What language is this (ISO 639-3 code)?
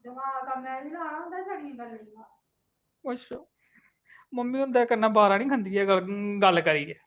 doi